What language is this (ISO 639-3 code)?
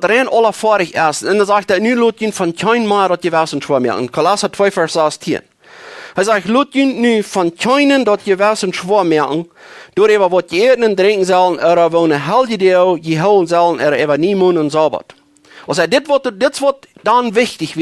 pdt